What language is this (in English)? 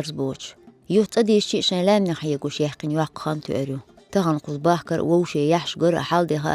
Chechen